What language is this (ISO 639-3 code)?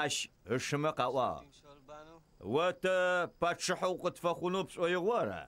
ady